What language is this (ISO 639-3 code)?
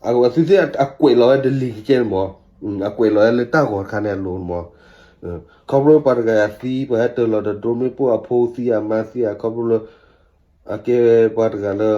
ksw